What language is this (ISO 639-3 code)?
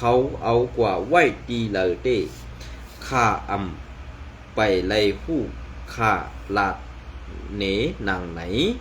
shn